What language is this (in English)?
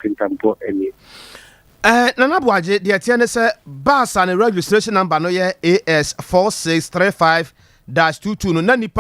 Akan